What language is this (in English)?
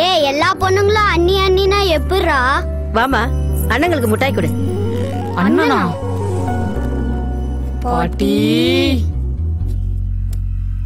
Tamil